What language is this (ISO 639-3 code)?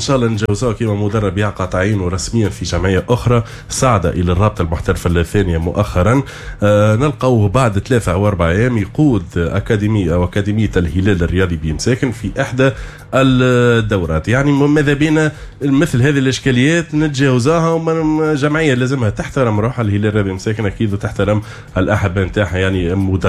aeb